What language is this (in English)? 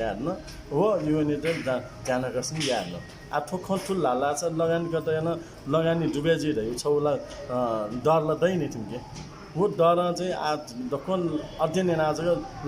Newari